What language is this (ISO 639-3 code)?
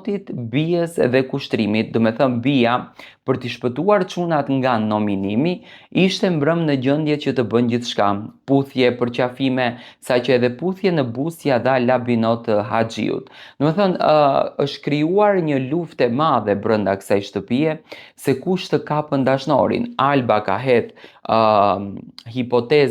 sqi